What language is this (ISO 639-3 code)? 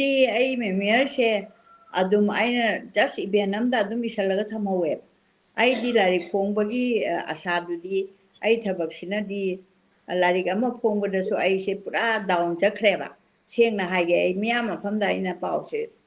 mni